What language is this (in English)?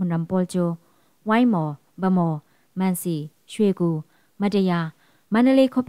Falam Chin